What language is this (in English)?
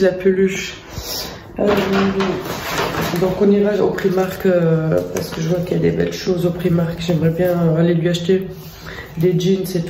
French